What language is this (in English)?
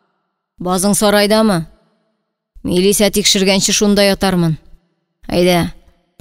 Tatar